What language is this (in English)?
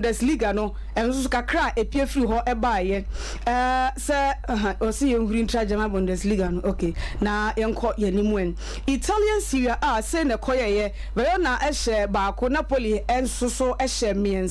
Akan